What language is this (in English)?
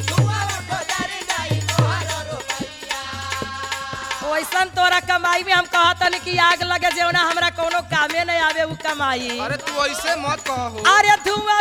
Bhojpuri